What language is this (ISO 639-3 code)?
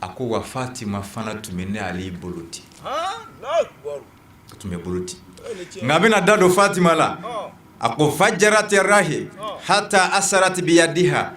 bam